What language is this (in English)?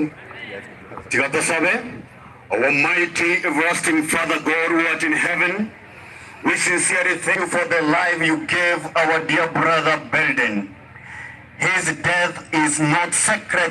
Gusii